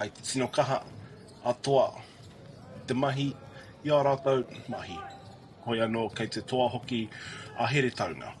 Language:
Māori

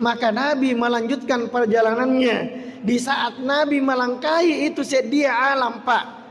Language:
Buginese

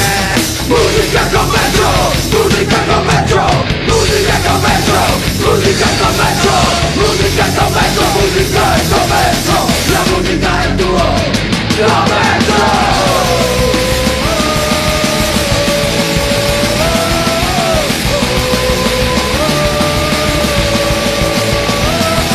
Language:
Italian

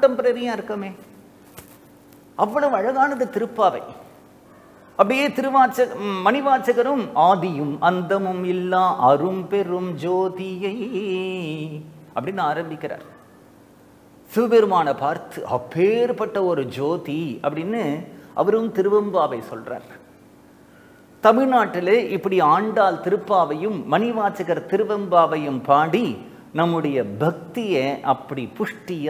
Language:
Tamil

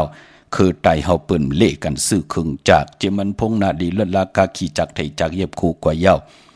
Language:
Shan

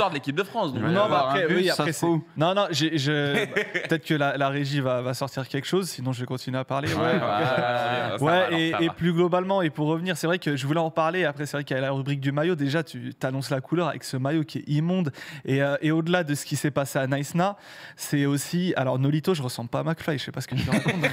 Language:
French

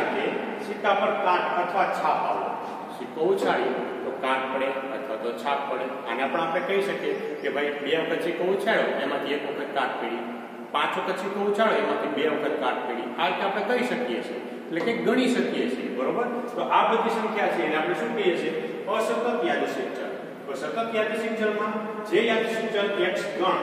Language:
Gujarati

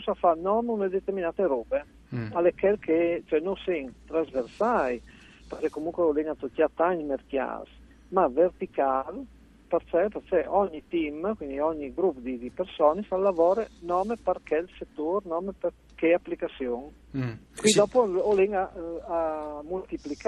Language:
Friulian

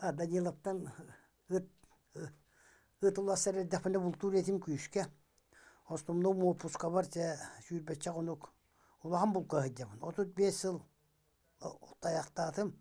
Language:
Yakut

